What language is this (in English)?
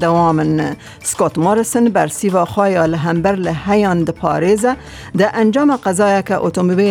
Kurdish